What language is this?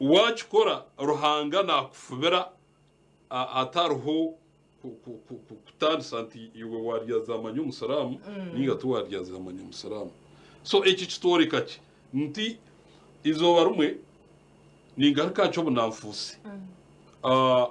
Nyankole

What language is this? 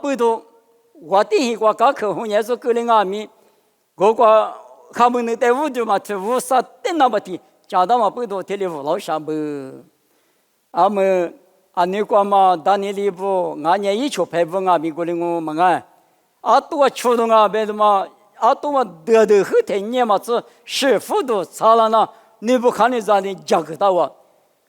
Lisu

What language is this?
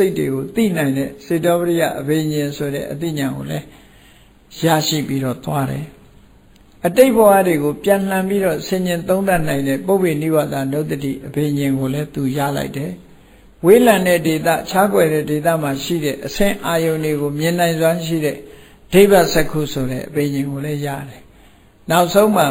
Burmese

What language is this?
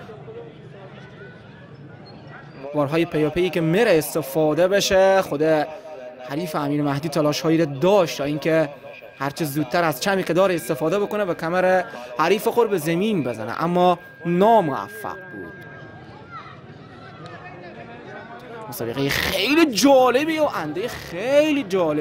Persian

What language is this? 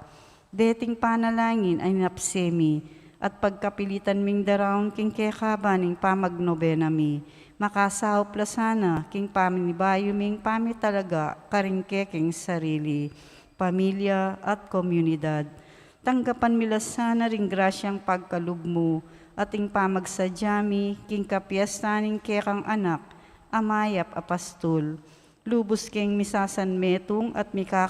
Pampanga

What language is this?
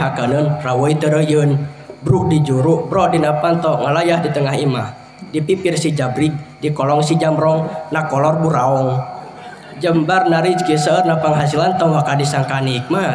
Sundanese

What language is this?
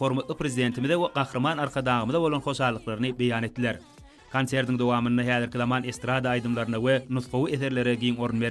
Turkmen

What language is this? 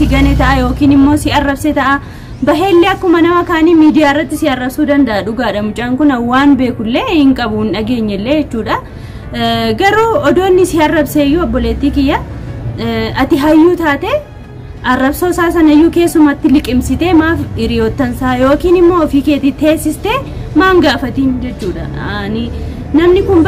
Oromo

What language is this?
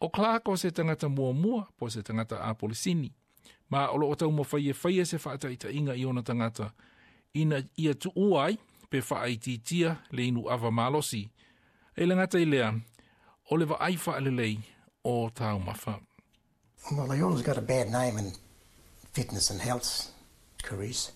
Samoan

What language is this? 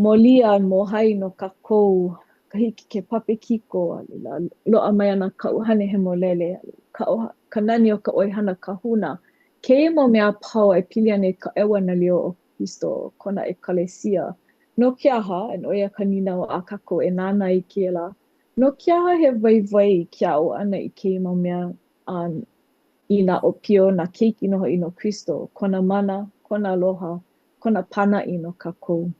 Hawaiian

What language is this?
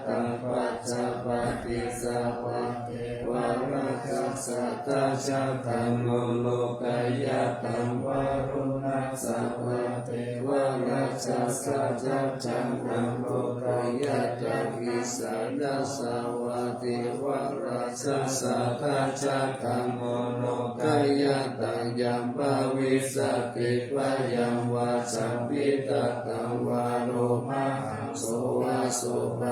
Pali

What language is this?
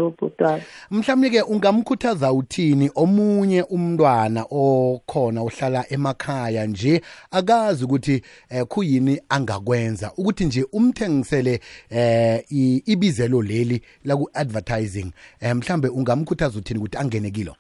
South Ndebele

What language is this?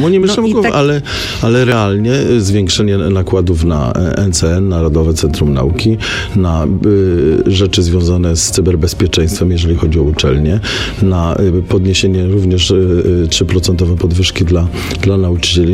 Polish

